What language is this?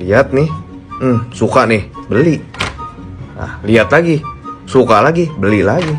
Musi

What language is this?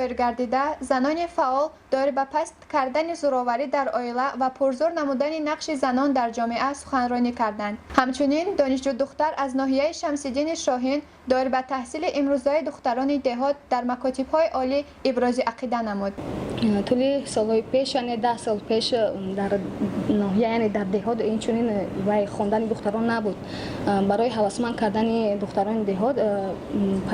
Tajik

